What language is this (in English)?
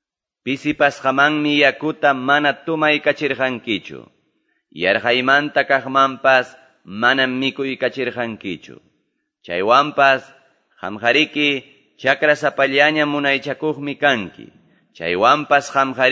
Quechua